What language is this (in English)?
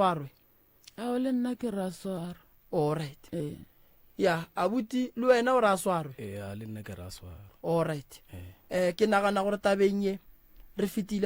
Northern Sotho